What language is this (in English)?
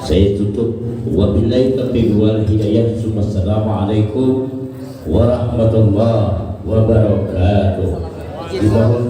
Banjar